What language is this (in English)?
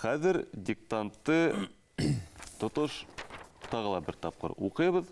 Bashkir